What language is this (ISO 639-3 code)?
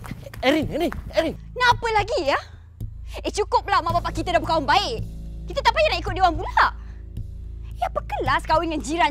msa